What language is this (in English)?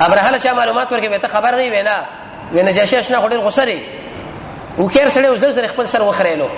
Pashto